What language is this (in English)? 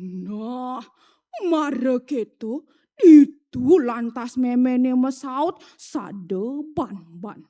Balinese